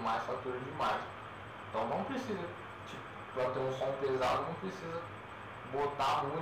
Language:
Portuguese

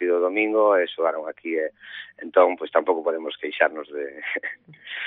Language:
Galician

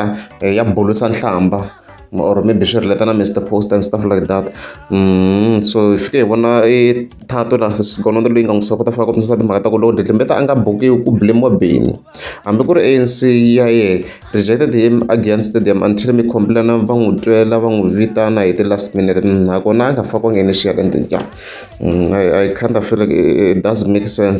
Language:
Tsonga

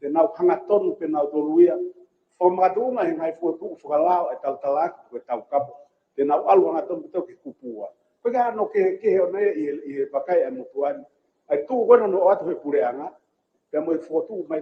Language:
Tongan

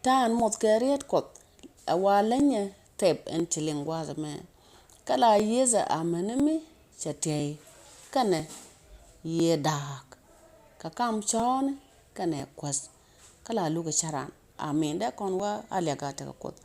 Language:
Nuer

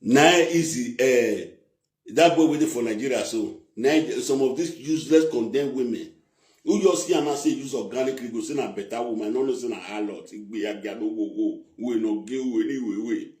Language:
Nigerian Pidgin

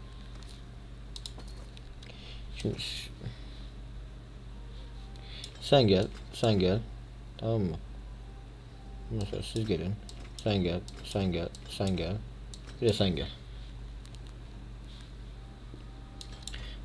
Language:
Turkish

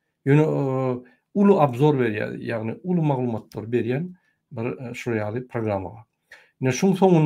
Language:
Turkmen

